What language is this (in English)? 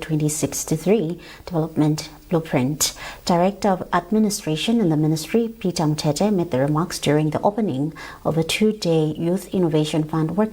English